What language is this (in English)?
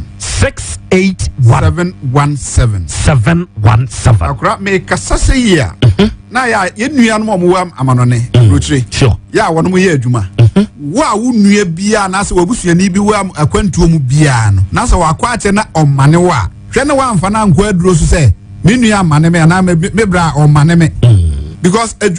Akan